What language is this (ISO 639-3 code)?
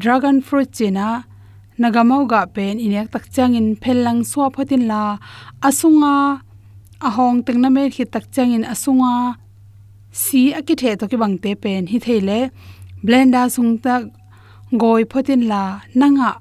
ctd